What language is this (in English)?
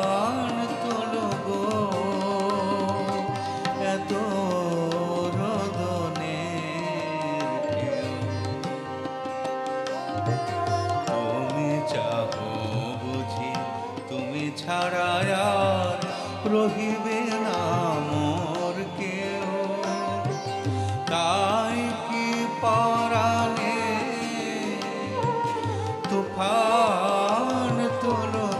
Bangla